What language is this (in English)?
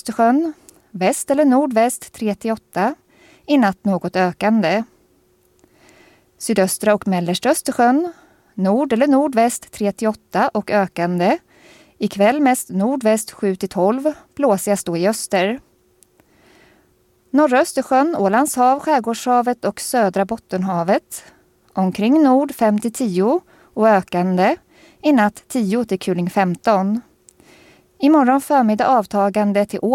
Swedish